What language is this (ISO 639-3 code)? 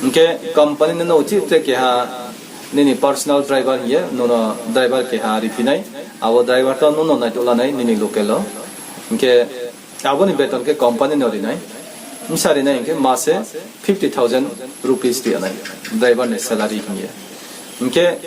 ria